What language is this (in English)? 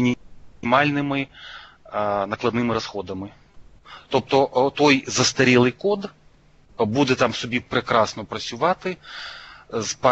Ukrainian